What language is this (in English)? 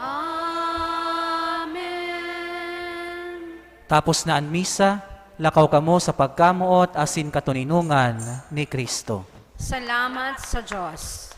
Bikol